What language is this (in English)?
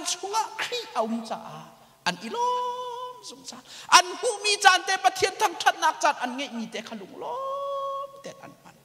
Hakha Chin